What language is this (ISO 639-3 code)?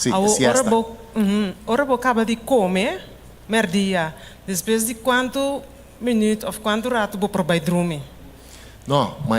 pap